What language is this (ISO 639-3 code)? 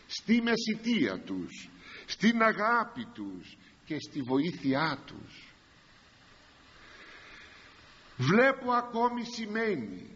ell